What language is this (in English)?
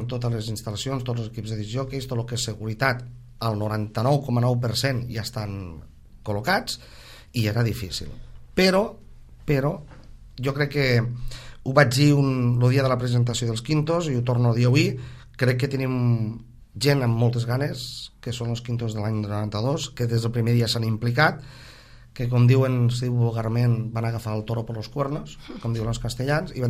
Catalan